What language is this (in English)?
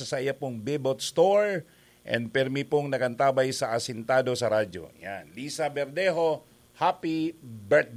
Bikol